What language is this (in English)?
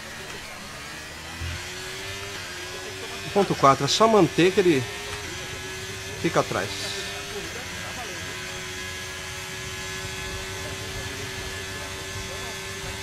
Portuguese